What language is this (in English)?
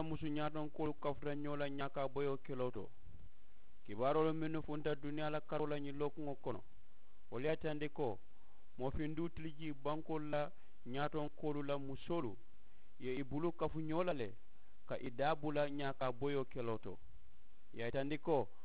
Mandingo